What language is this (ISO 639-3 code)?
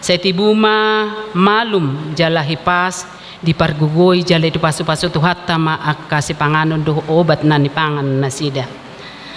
bbc